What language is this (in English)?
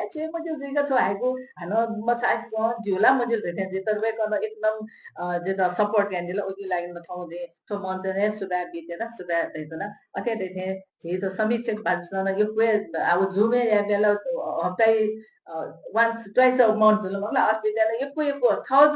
Newari